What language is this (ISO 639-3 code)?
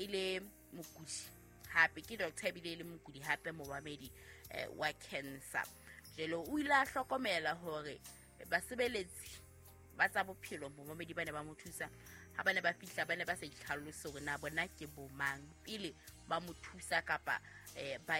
sot